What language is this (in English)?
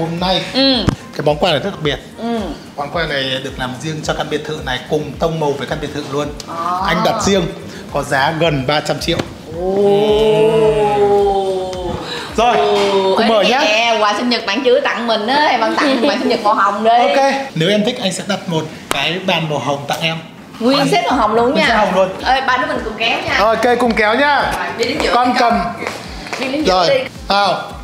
Vietnamese